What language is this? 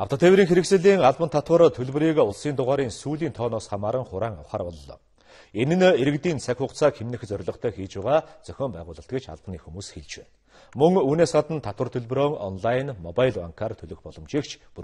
Mongolian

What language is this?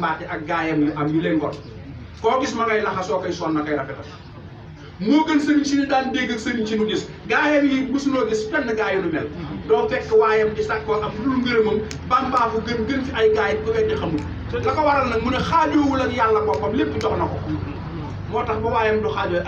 Wolof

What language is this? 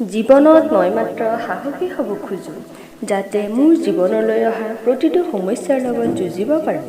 Assamese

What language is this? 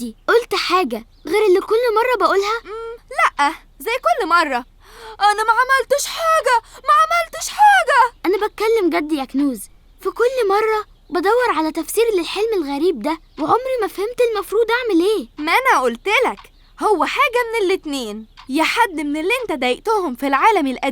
Egyptian Arabic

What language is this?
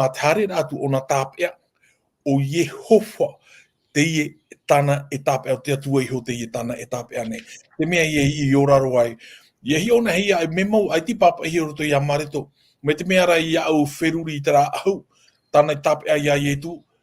Tahitian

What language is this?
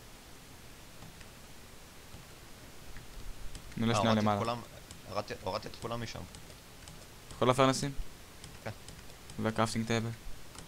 Hebrew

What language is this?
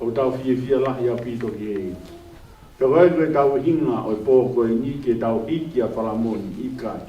Tongan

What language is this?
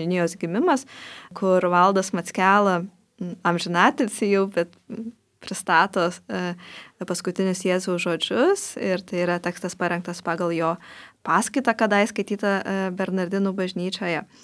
Lithuanian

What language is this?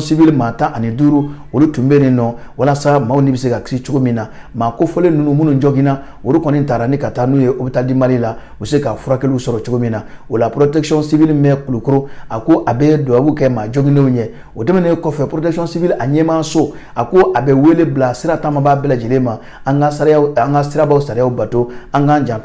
Bambara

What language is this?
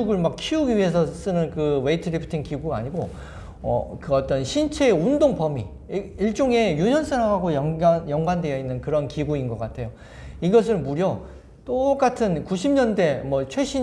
Korean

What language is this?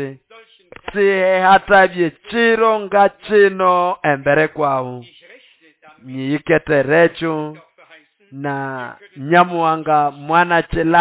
Nande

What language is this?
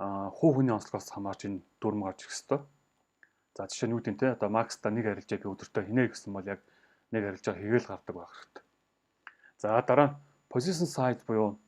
Mongolian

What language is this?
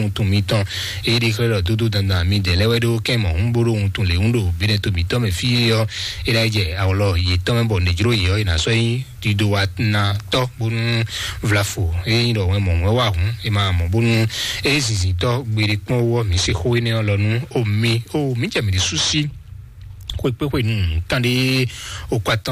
Fon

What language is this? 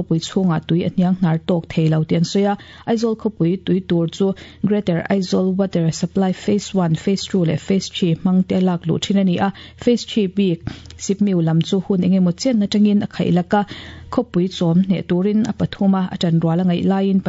Mizo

